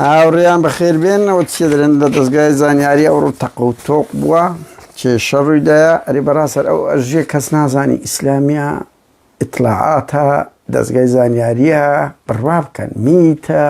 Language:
Central Kurdish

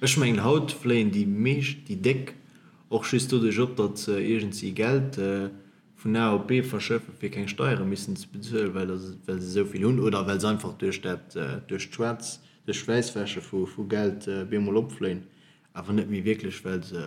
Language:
Luxembourgish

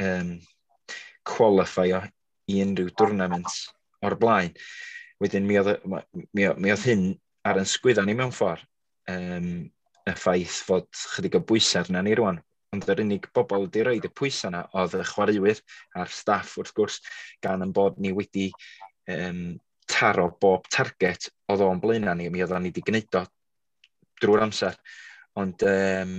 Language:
Welsh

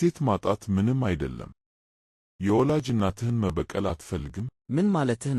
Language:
Amharic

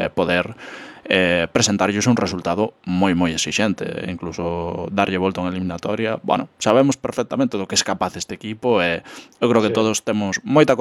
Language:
Galician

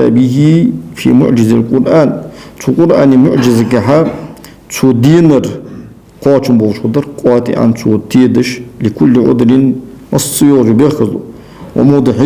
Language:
Ingush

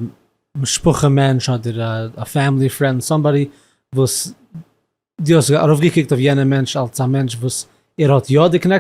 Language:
Yiddish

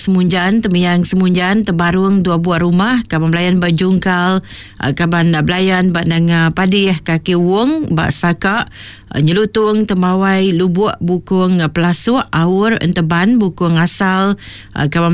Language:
Iban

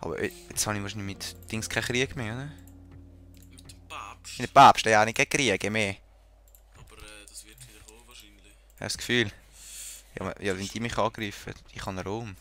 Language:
Swiss German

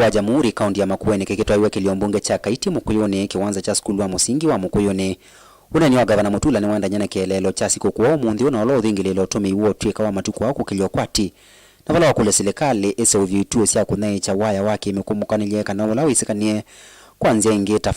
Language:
Kamba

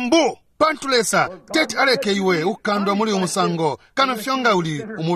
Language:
Bemba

